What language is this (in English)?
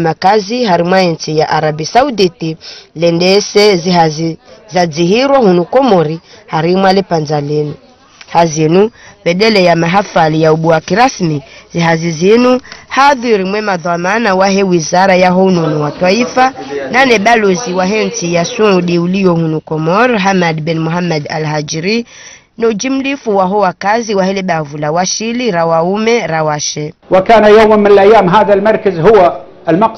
Ngazidja Comorian